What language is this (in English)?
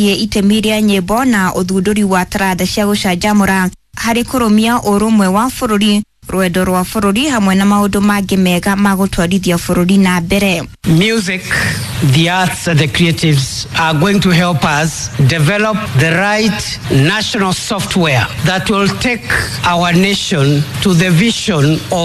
Kikuyu